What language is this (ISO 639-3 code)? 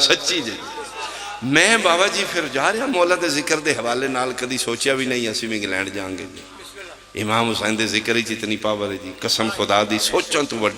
phr